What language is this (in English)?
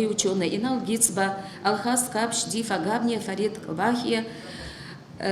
Abkhazian